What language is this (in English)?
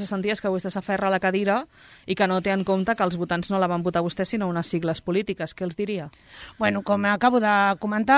Catalan